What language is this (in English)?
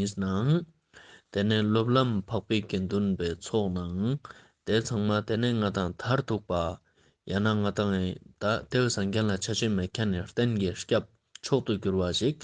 Ladakhi